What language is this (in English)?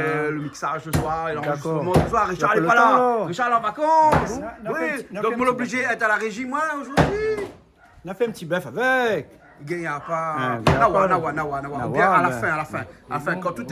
Réunion Creole French